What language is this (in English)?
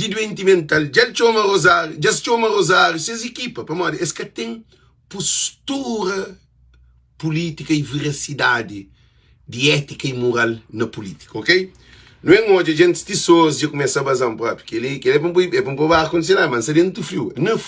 Kabuverdianu